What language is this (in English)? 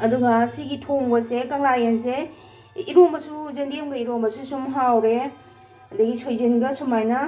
Manipuri